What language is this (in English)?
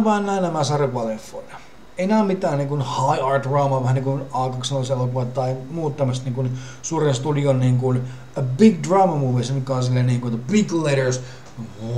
Finnish